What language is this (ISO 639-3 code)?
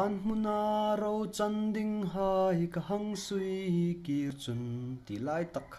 hmr